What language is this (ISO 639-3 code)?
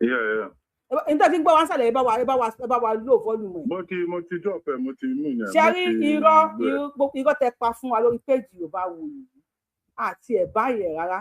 yor